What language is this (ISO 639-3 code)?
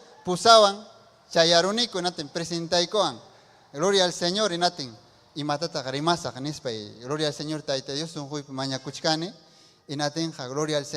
quy